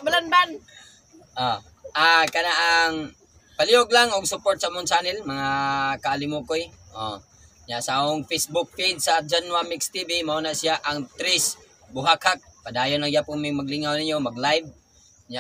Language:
Cebuano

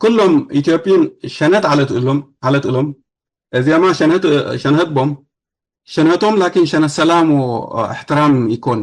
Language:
Tigre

